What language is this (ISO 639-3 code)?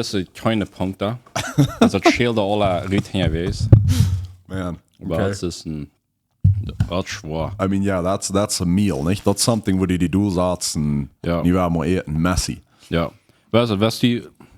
pdt